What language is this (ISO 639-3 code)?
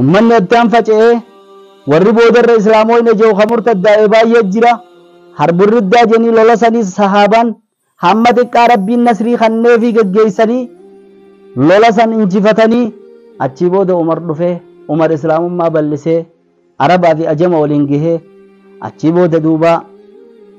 orm